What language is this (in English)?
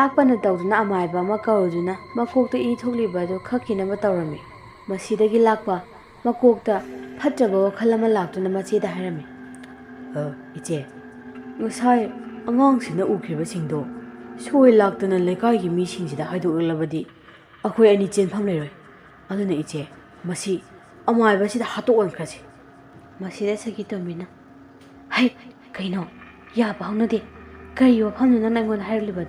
Manipuri